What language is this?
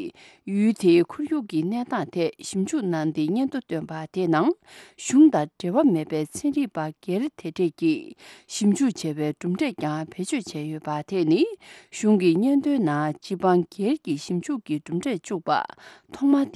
Tibetan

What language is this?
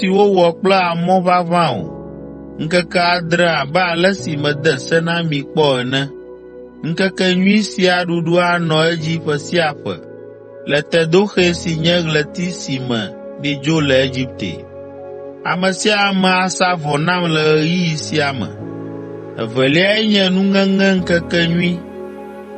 Ewe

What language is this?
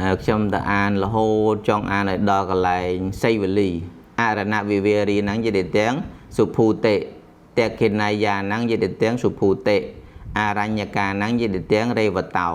Khmer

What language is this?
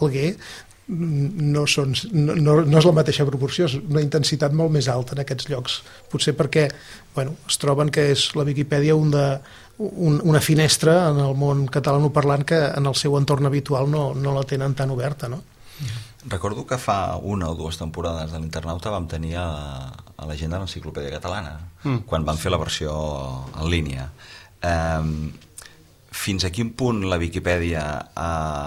Catalan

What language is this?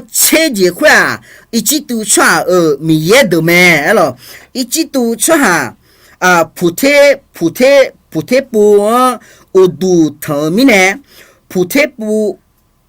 Akha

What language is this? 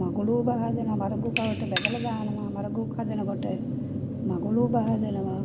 Sinhala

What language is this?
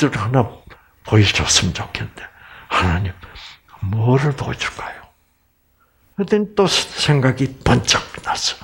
Korean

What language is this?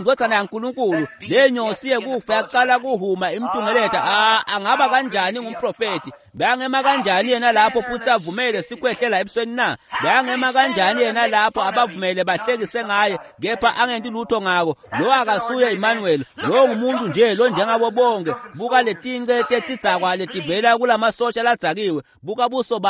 Swati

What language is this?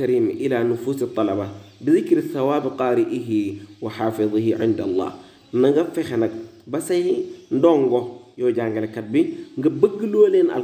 Wolof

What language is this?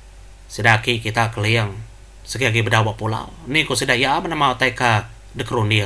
Iban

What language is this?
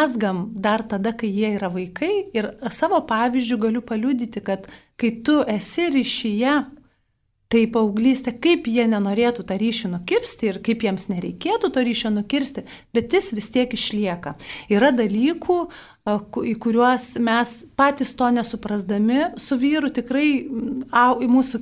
Lithuanian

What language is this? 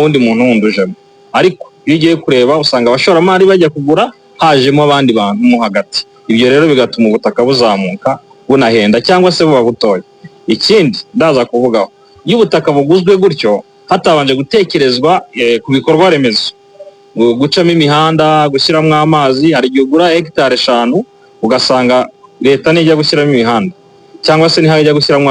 Kinyarwanda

